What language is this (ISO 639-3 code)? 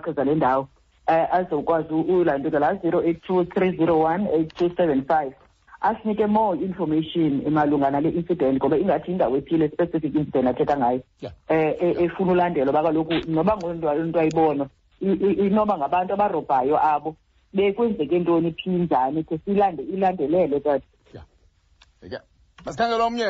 xho